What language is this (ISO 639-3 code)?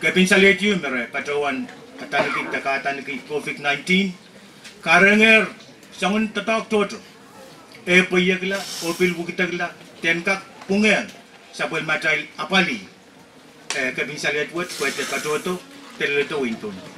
pon